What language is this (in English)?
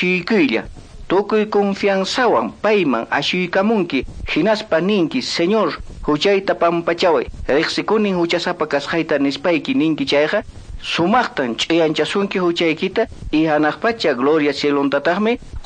Quechua